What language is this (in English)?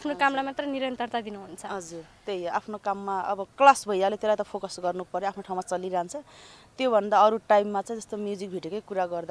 Nepali